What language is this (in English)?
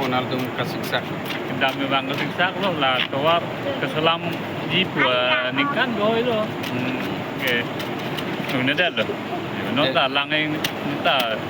Karbi